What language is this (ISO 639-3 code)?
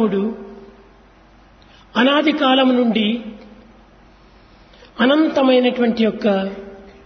tel